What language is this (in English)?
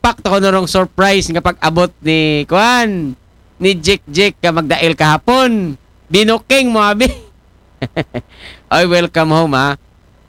Aklanon